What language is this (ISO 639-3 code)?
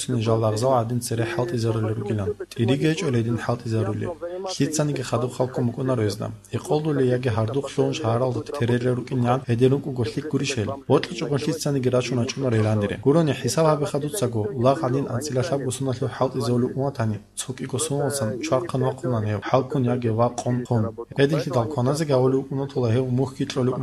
ava